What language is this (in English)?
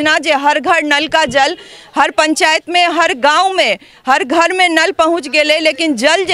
Maithili